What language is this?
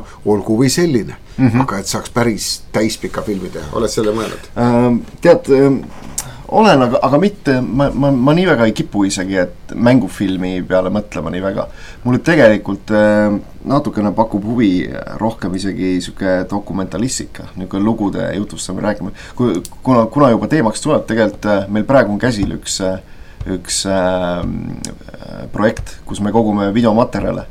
Estonian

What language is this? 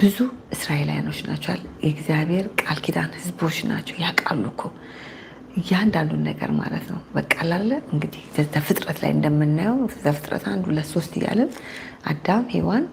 Amharic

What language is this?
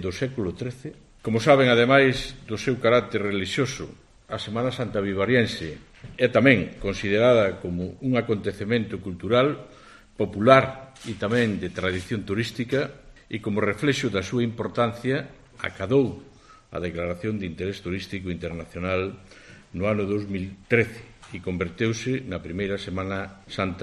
Galician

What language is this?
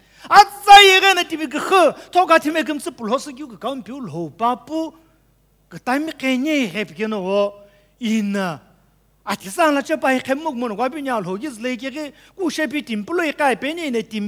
Sumi Naga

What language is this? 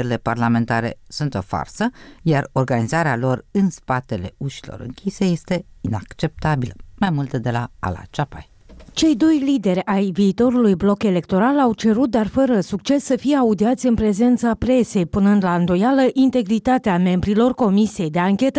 Romanian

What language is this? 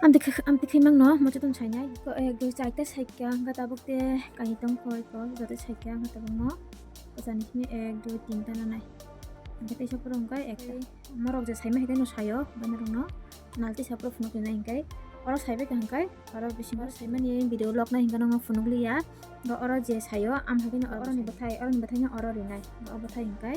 Kok Borok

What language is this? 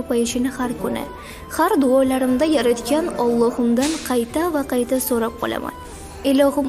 Uzbek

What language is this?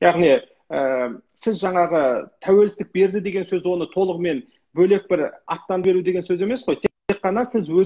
Kazakh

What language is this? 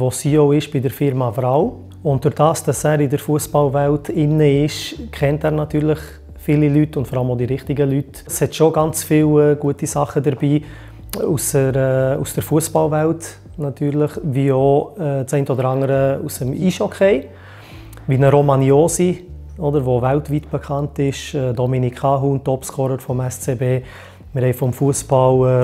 Swiss German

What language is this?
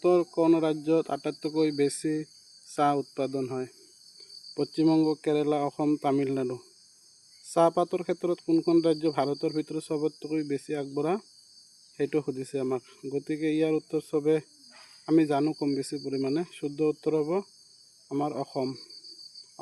Assamese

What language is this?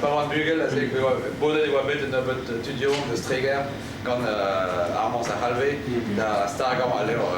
Breton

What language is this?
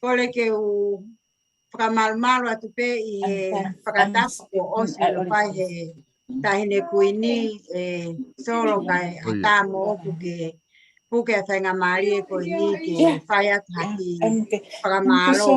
Tongan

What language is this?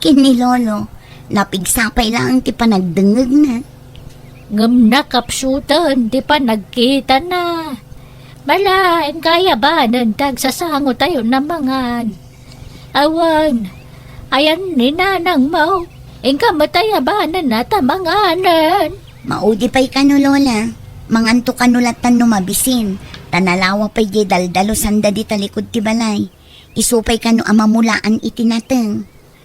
Iloko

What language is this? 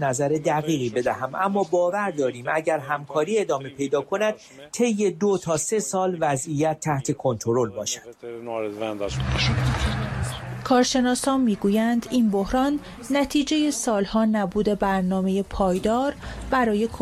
Persian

